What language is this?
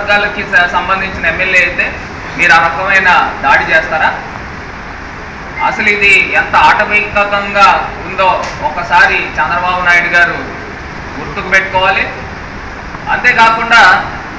Telugu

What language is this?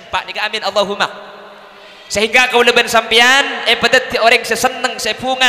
Madurese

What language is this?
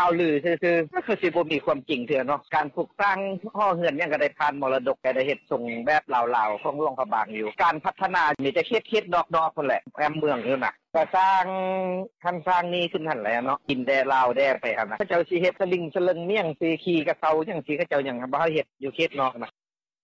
Lao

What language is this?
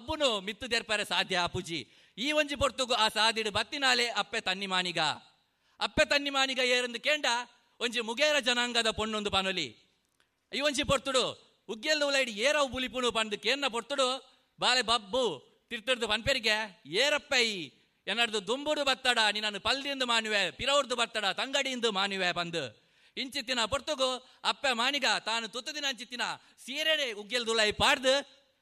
Tulu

